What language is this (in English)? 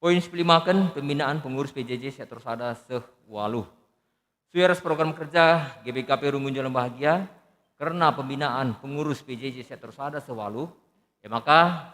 Batak Karo